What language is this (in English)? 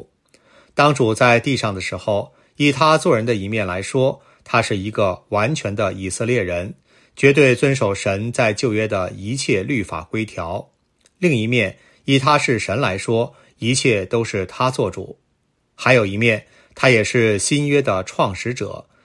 Chinese